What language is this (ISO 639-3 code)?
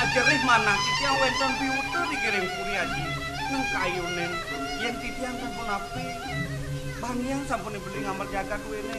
ban